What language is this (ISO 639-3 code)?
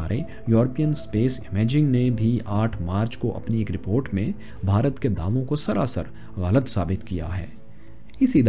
urd